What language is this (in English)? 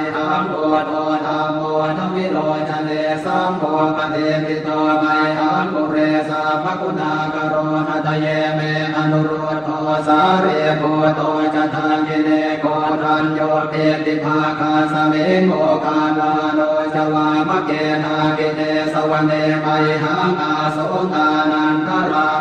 Pali